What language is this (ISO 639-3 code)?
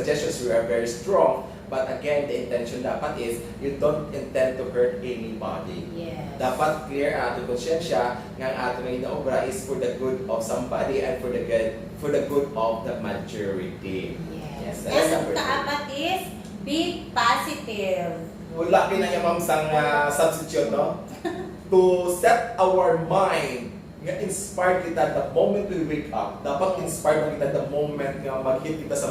hil